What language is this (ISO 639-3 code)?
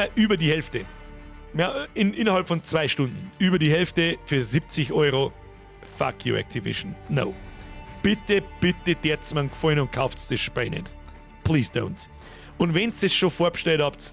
bar